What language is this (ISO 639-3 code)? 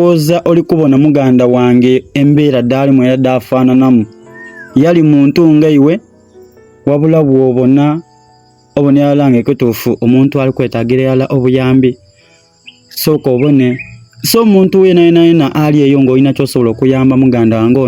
xog